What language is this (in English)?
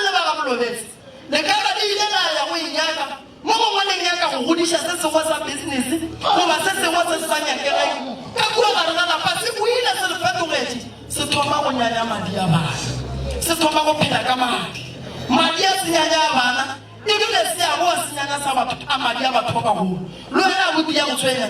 Northern Sotho